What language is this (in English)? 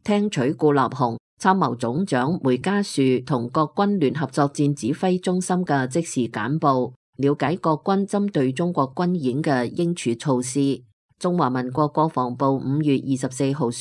Cantonese